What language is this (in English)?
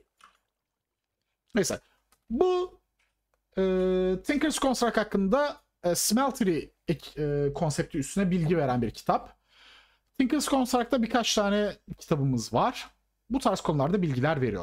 Turkish